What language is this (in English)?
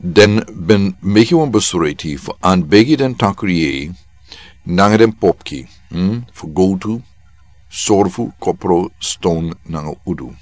Sranan Tongo